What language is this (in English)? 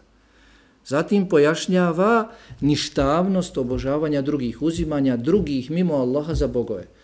Bosnian